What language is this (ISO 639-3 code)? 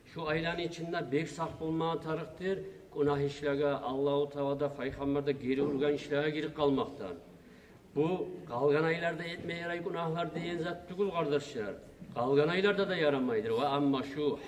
kum